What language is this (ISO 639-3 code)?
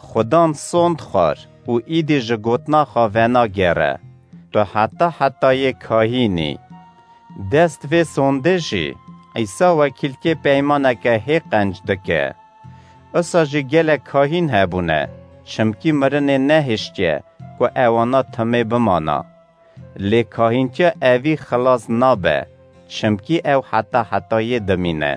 kur